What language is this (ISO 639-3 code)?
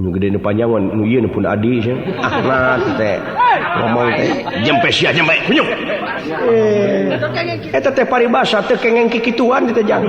sun